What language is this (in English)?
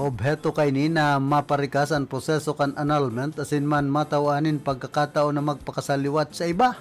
Bikol